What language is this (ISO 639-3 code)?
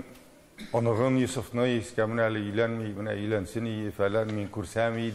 tat